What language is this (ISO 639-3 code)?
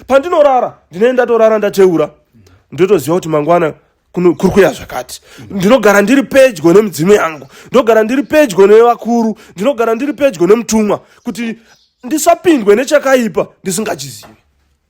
sna